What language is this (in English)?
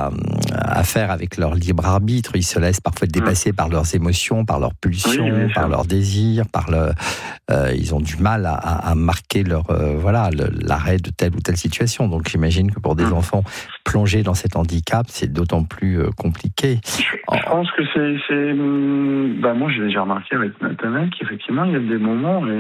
French